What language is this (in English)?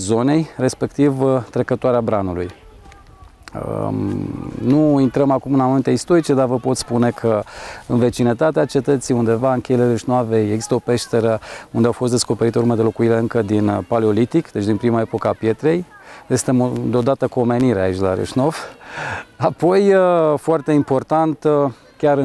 Romanian